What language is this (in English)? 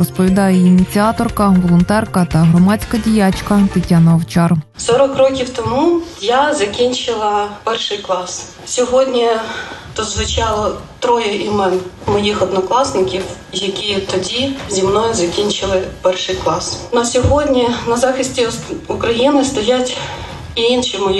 Ukrainian